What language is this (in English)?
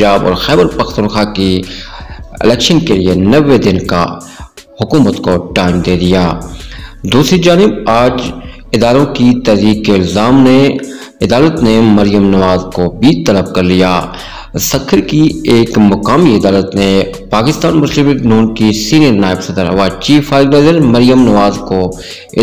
Urdu